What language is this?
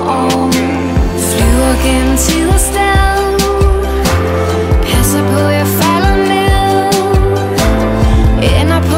Danish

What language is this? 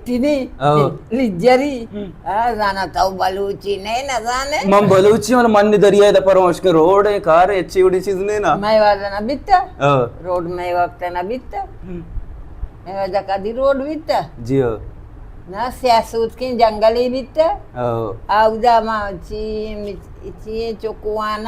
Baluchi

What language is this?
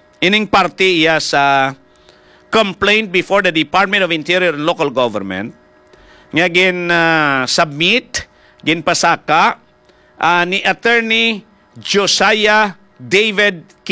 Hiligaynon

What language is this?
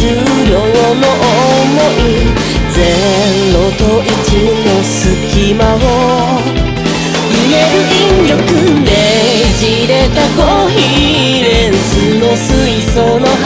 Japanese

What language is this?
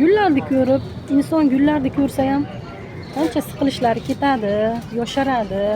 Uzbek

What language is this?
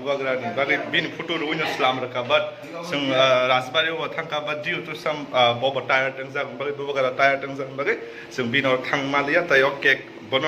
Kok Borok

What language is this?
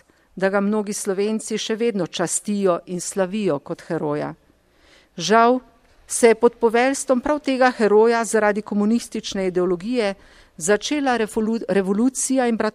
Slovenian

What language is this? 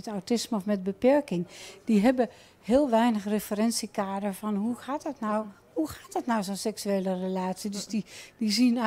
Dutch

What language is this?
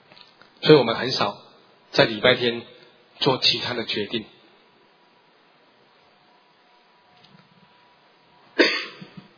Chinese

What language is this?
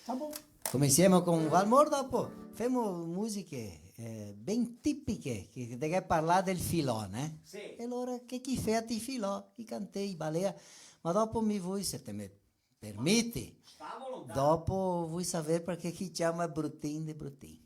Venetian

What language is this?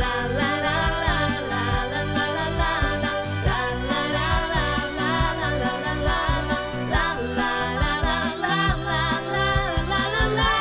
Bashkir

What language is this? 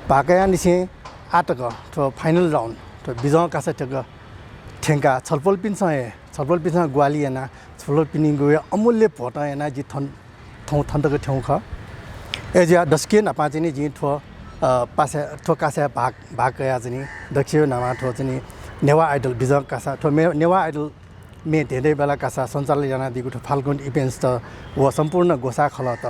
Newari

